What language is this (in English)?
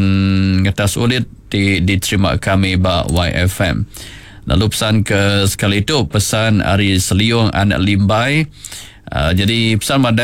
Iban